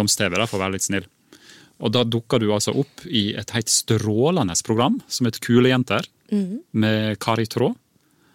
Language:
Norwegian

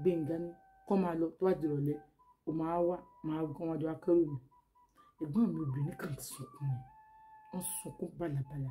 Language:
Yoruba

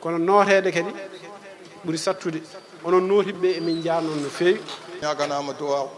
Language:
Fula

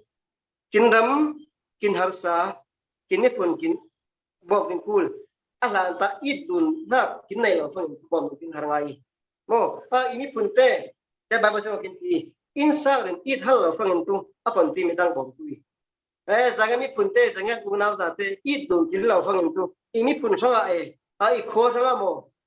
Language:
Falam Chin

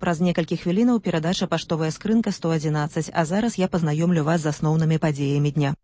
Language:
Belarusian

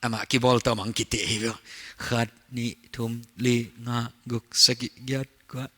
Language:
Paite Chin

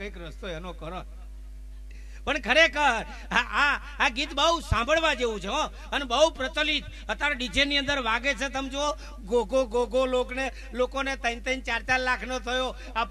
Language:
Gujarati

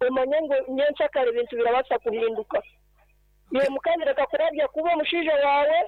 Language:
Nyankole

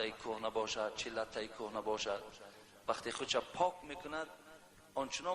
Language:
Tajik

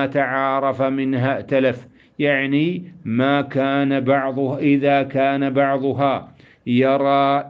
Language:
Arabic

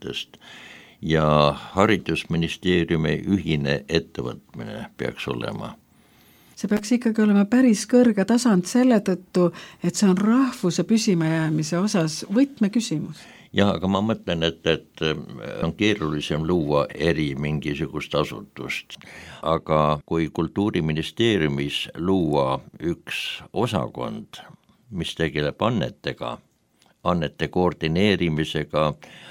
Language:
Estonian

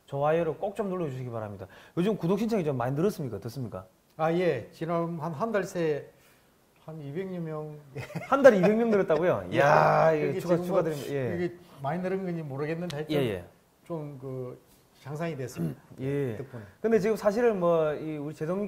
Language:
Korean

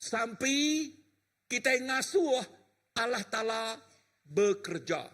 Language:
Iban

